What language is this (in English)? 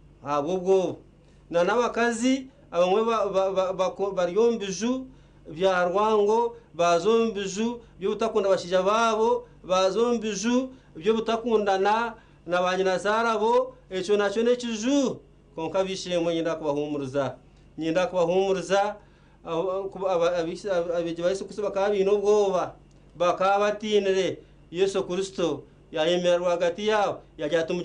Nyankole